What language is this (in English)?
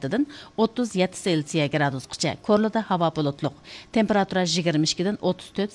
Uyghur